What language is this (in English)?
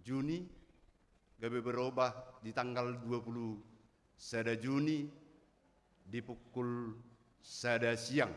Batak Toba